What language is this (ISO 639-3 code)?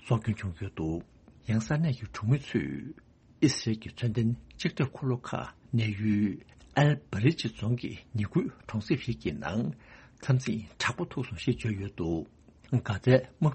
bod